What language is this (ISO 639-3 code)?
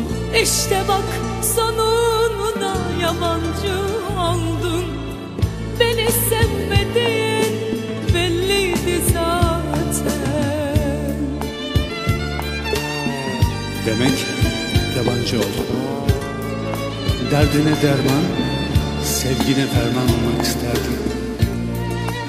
tur